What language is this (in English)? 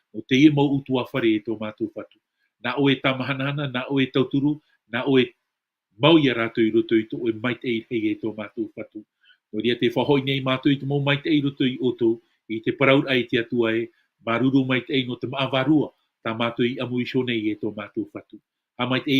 Tahitian